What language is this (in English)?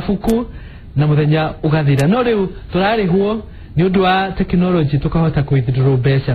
Kikuyu